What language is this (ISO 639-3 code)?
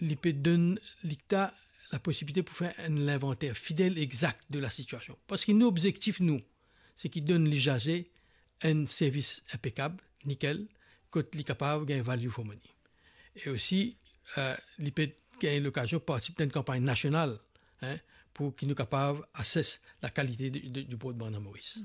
mfe